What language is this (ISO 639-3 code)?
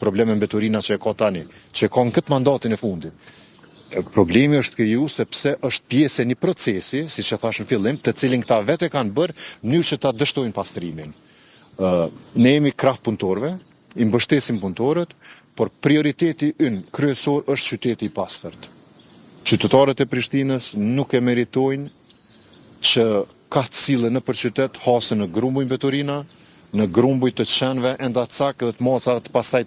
sqi